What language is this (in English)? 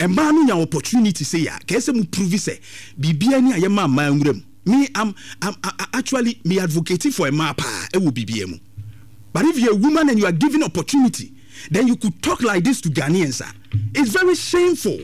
Akan